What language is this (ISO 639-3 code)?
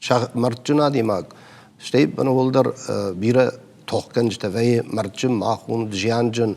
oss